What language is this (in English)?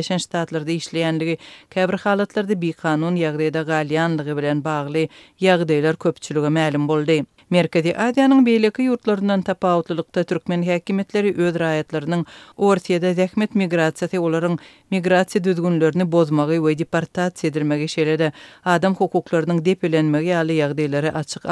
Turkmen